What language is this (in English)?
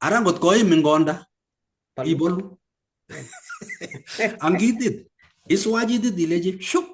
Kalenjin